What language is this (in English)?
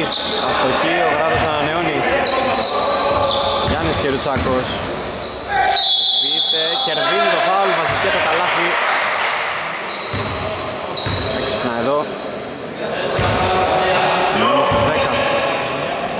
Greek